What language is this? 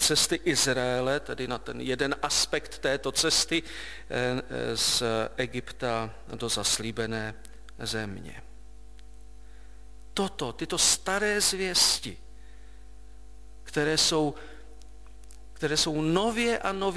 Czech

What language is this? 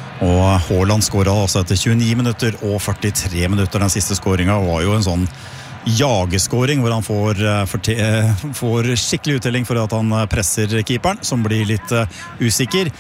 Norwegian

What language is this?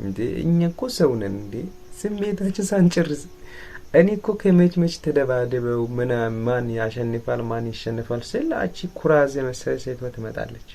Amharic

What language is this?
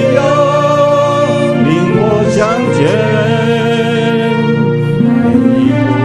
Chinese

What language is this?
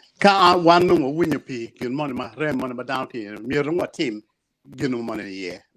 Acoli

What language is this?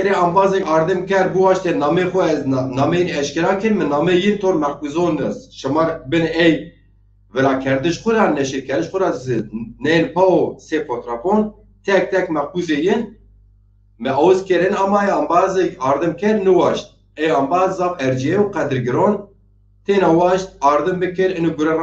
Zaza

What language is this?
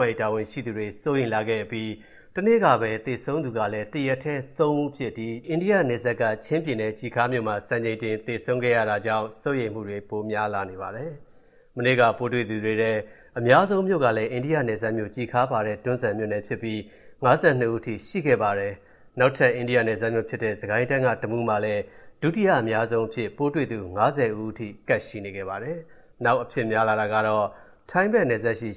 Burmese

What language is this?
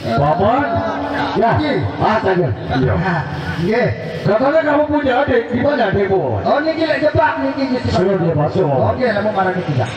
Sasak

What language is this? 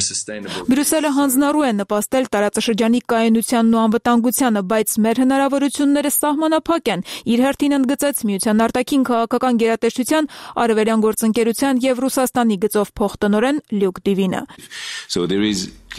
Armenian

